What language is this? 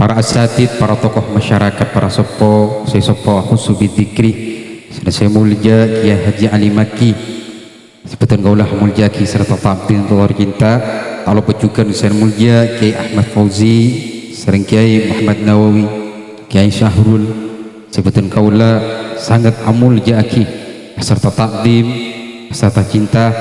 Madurese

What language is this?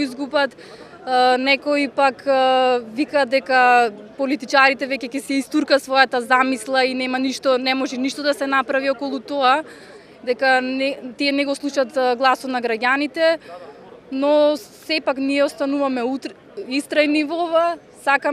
Macedonian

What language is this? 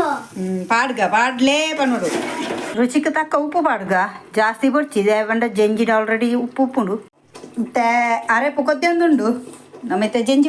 Tulu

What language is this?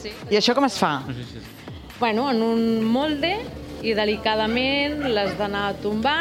Catalan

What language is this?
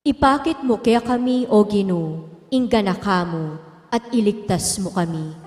Pampanga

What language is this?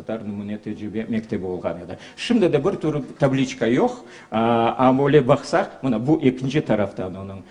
Crimean Tatar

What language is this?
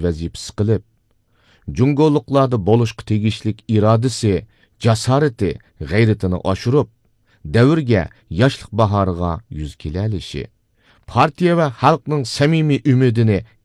Uyghur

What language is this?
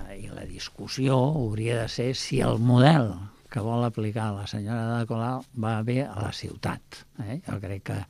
Catalan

